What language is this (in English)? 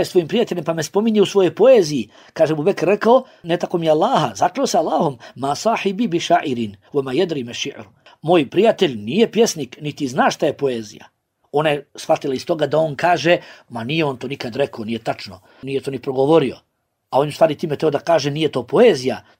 Bosnian